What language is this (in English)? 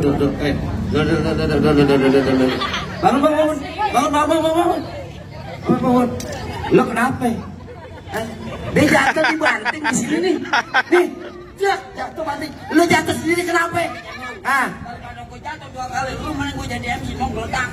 Betawi